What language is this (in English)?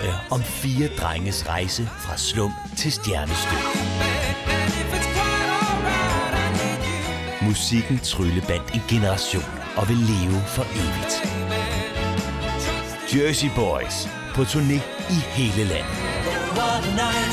Danish